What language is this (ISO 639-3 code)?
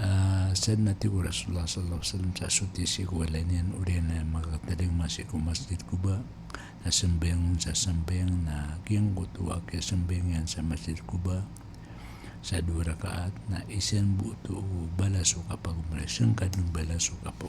mrw